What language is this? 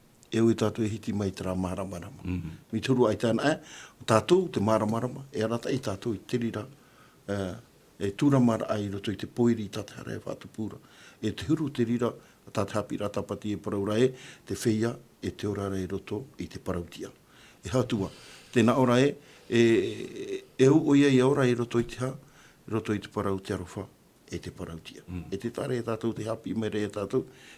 Tahitian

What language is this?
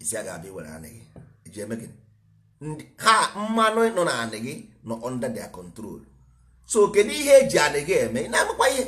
Igbo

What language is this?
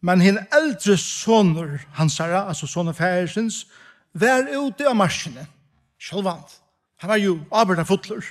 Faroese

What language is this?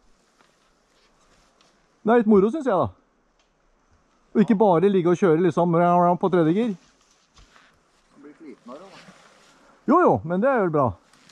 Norwegian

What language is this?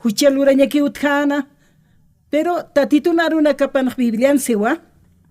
Aymara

